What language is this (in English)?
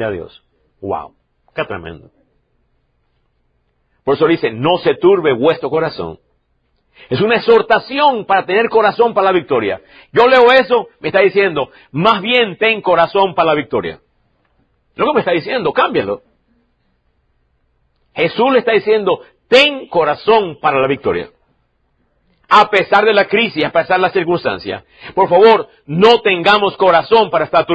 Spanish